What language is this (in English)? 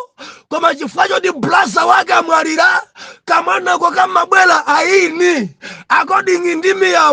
Nyanja